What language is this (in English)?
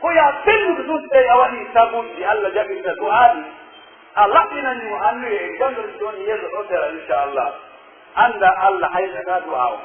Pular